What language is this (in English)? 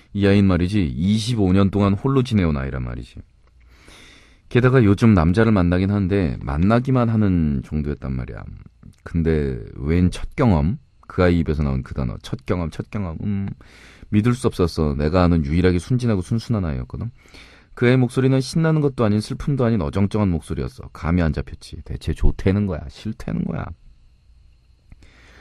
Korean